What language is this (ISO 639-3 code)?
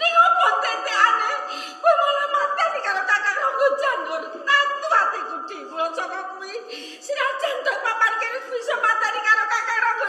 jav